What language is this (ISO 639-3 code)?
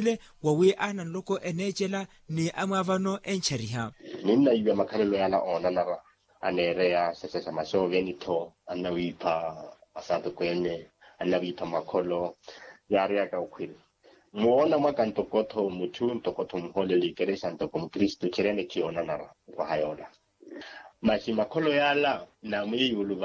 vmw